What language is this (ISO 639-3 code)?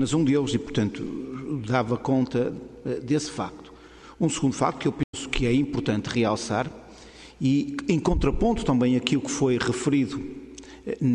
por